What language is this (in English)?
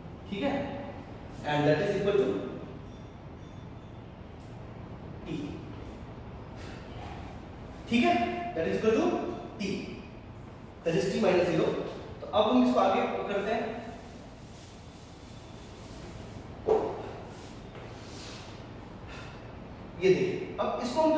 Hindi